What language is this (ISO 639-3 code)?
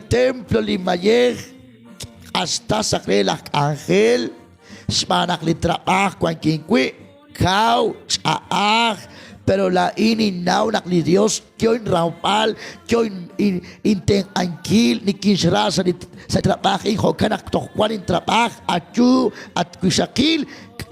kek